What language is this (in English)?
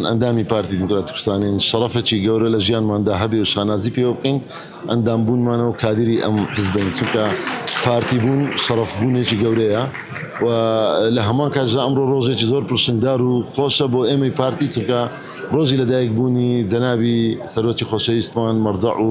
Central Kurdish